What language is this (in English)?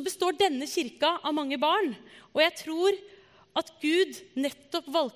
Norwegian